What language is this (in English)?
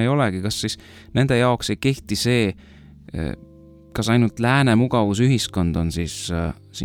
Estonian